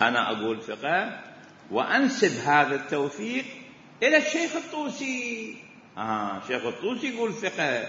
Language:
Mesopotamian Arabic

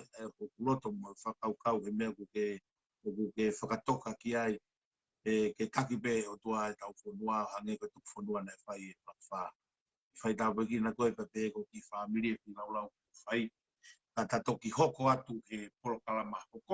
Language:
Tongan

